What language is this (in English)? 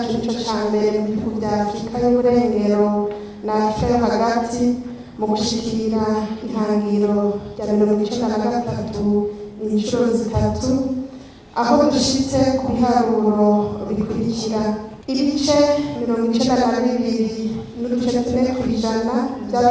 Rundi